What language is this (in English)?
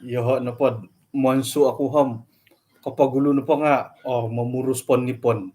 Central Dusun